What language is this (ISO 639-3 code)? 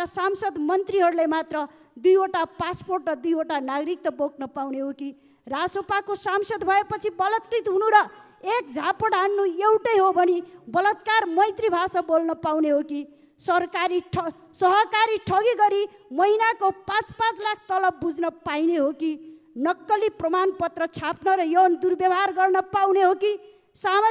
nep